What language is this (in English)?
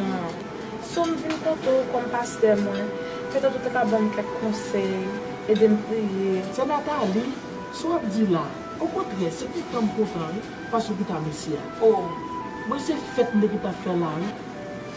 Haitian Creole